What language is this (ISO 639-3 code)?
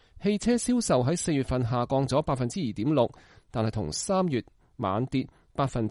yue